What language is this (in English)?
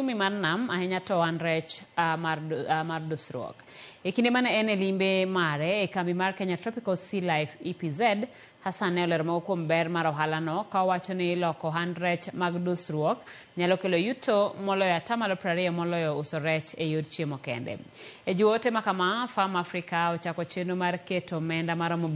Luo (Kenya and Tanzania)